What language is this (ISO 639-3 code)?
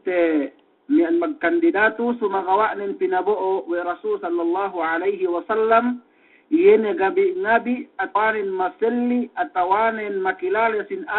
yka